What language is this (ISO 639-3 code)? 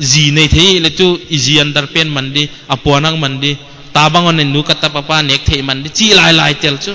pck